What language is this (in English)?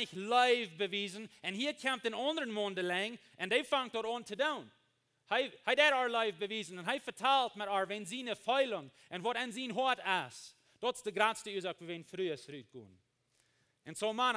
Plautdietsch